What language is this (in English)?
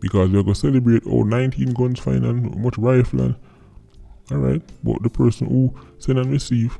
Jamaican Creole English